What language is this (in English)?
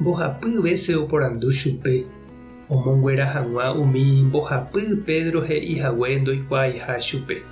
Guarani